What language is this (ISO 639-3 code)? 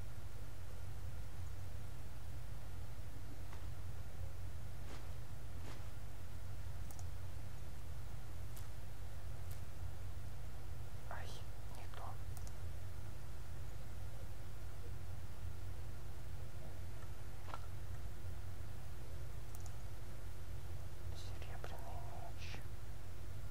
rus